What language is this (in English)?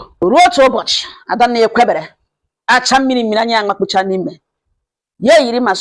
Igbo